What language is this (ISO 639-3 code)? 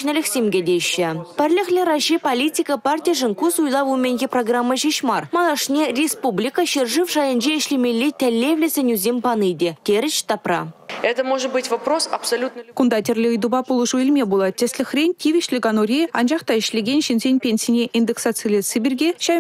chv